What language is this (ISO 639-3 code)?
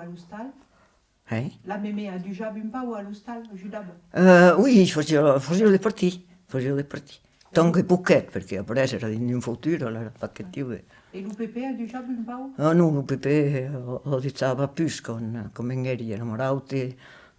oci